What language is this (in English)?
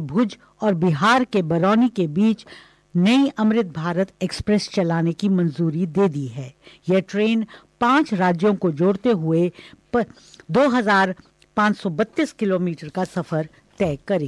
Hindi